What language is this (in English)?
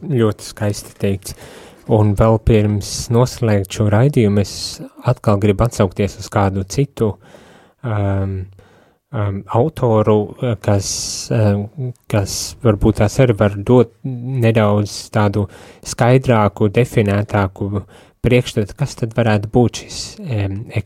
Latvian